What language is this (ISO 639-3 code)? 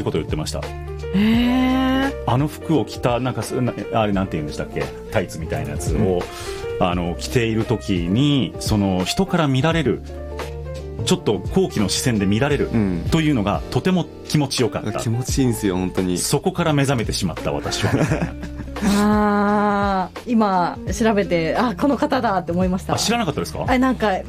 jpn